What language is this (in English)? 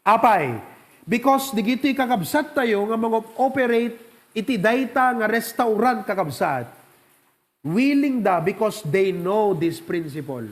Iloko